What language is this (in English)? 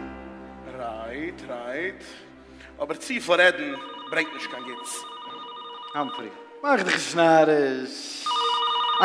Yiddish